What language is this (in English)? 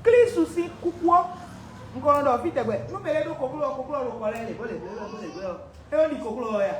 Fon